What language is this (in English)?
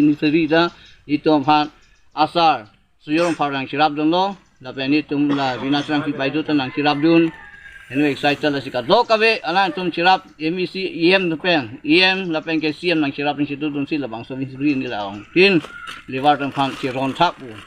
Karbi